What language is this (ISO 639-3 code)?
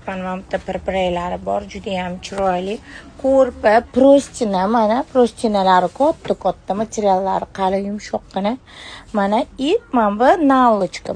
uzb